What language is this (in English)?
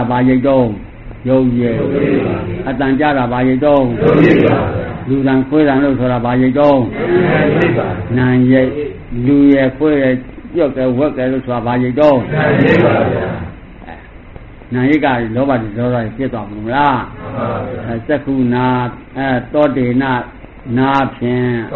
Burmese